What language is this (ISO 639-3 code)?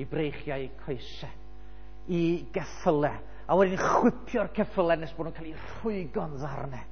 cym